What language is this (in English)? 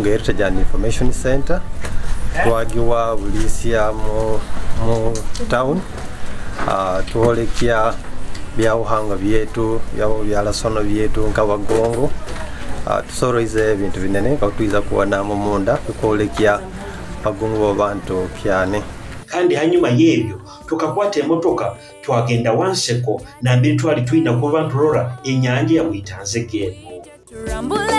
Nyoro